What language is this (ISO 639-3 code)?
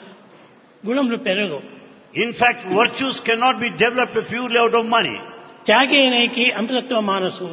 tel